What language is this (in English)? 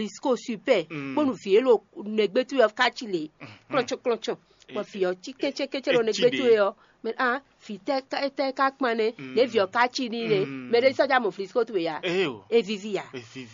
Fon